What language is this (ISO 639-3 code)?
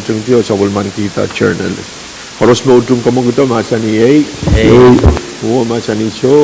pon